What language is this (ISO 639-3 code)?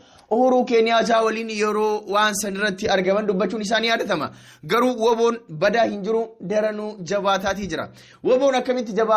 orm